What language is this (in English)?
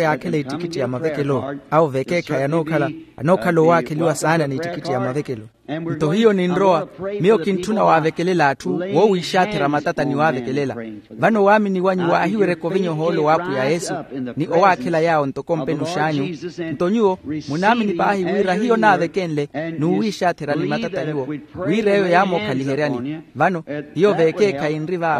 Makhuwa